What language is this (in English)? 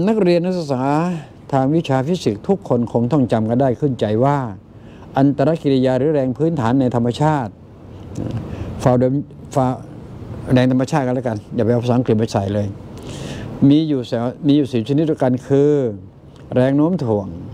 Thai